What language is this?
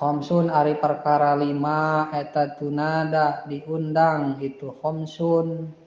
Sundanese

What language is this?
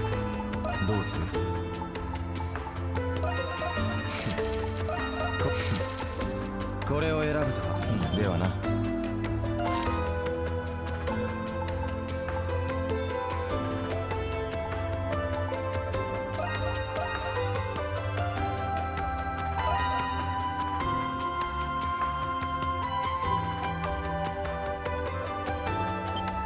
Japanese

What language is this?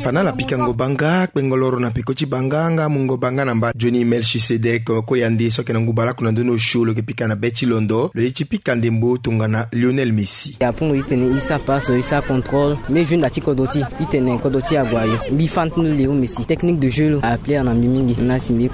Sango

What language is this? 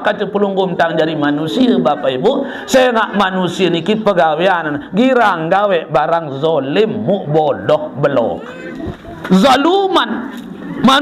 Sasak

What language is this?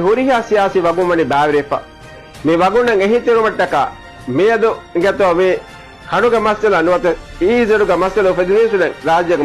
Divehi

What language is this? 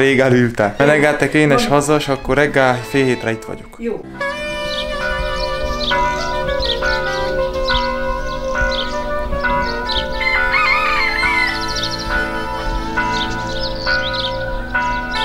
Hungarian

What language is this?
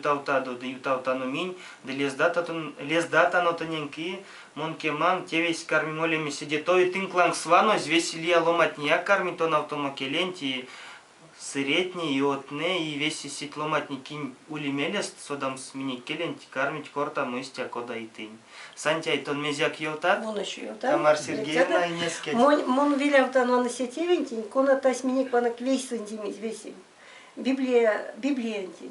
Erzya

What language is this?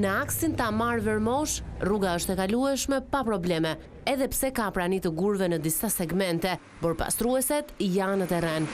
Albanian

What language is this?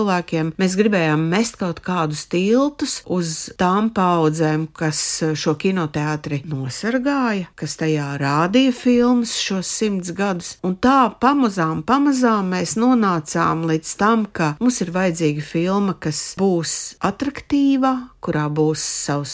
Latvian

